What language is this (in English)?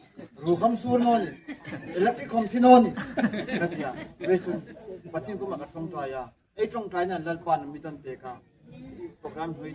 Hmar